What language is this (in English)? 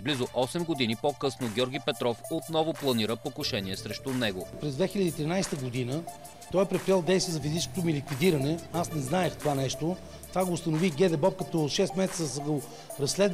Bulgarian